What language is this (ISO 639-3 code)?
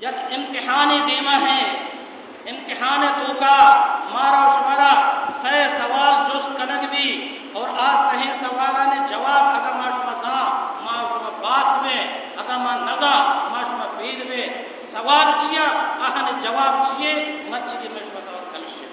bal